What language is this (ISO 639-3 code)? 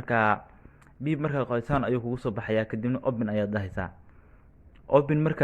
som